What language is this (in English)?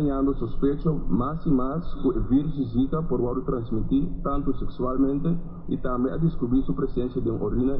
Papiamento